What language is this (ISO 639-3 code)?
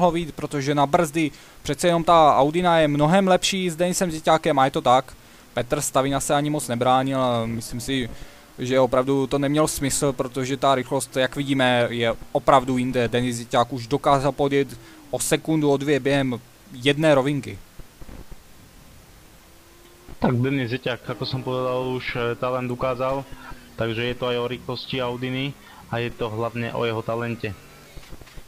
ces